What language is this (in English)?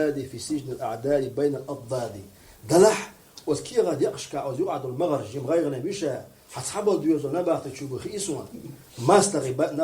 Chechen